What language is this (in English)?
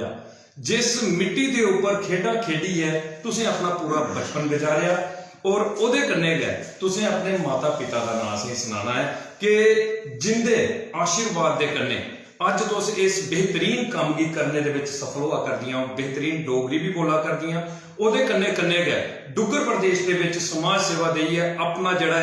Dogri